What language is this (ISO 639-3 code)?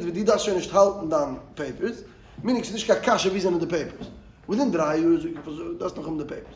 yid